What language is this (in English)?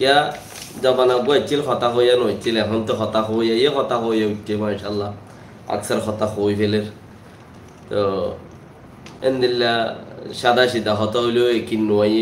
Rohingya